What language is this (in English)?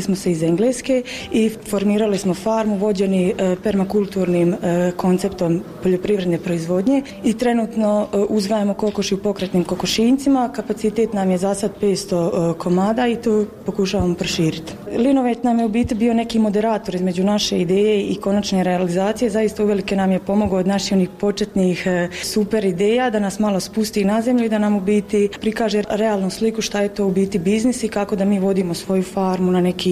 Croatian